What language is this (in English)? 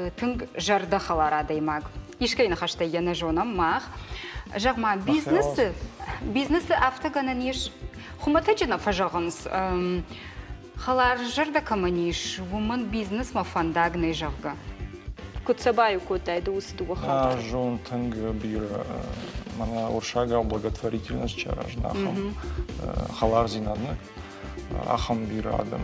Ossetic